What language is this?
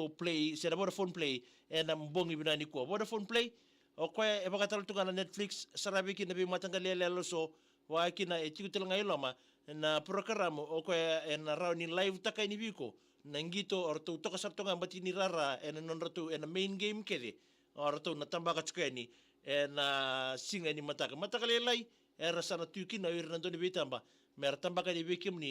Fijian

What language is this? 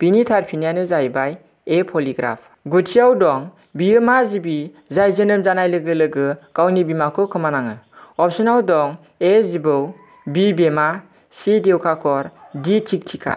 Bodo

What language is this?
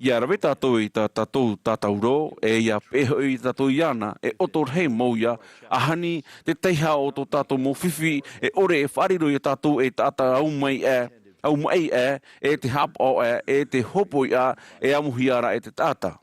Tahitian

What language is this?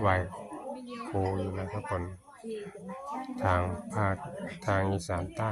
Lao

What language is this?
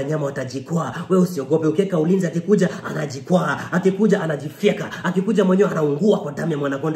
Swahili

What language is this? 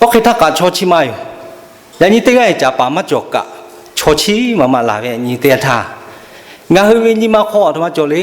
Lahu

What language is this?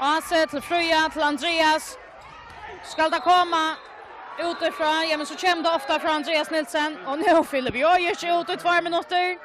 Faroese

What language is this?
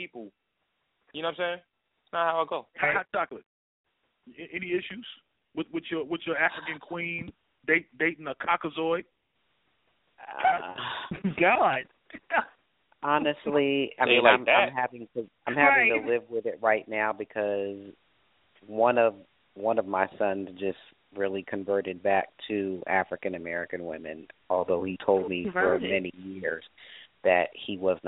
English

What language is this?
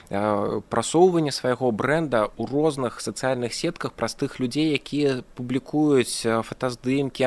Belarusian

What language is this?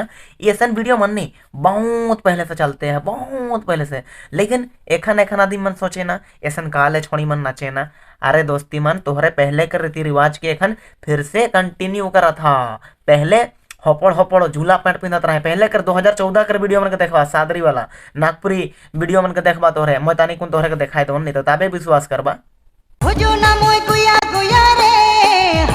Sadri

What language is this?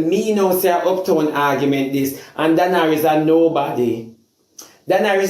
Jamaican Creole English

